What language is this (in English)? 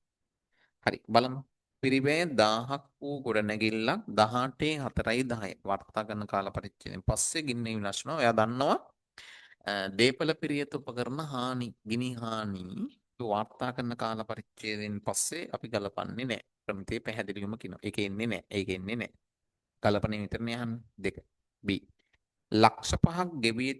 Sinhala